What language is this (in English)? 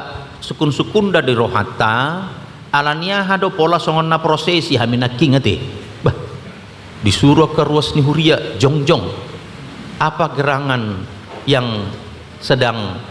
Batak Toba